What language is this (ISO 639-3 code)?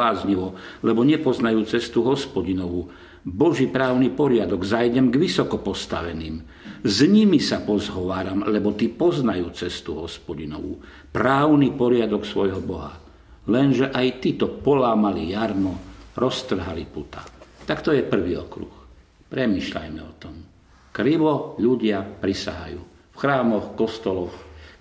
slk